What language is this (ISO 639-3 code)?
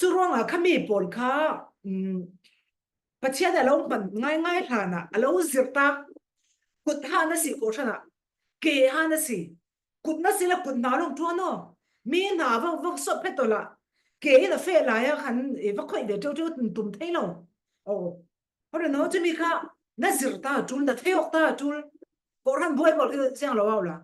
cfm